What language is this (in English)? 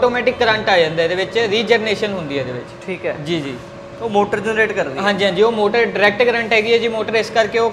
Punjabi